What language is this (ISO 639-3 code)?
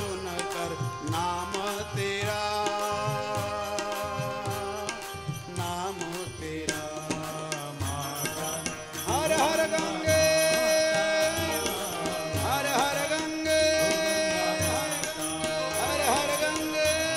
guj